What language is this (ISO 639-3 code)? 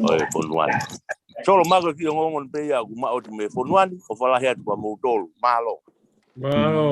ton